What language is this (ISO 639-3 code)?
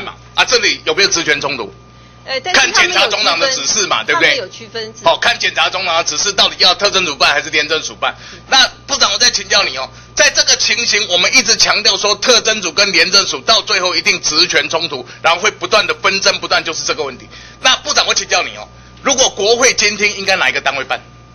zho